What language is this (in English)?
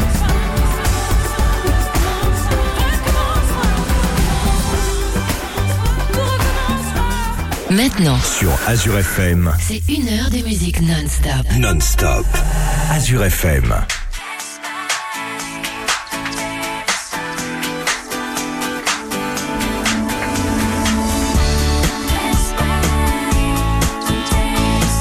French